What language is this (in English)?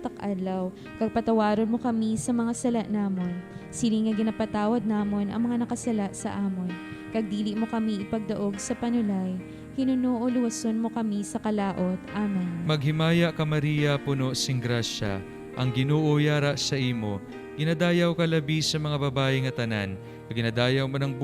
Hiligaynon